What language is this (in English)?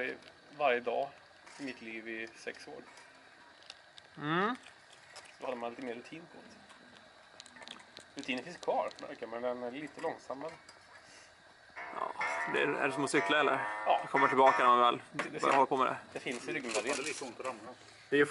Swedish